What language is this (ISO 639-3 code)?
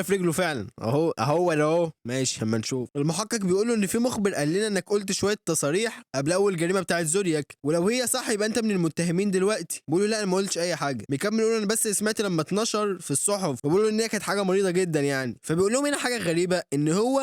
arz